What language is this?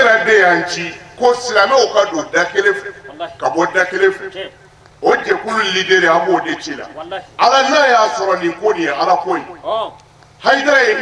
Bambara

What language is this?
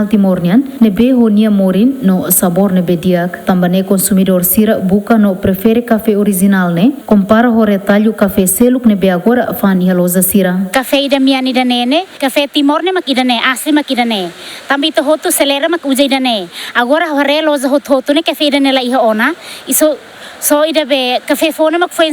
Tetum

